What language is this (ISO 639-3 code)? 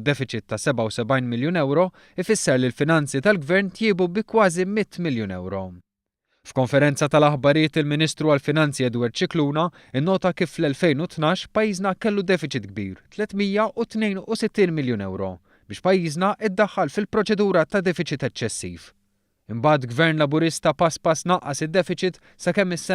mlt